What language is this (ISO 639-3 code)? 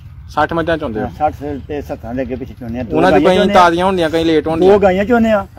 pan